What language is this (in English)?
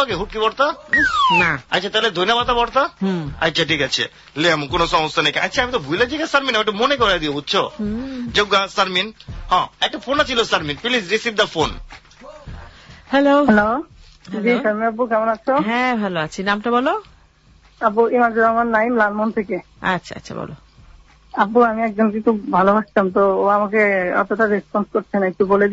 Bangla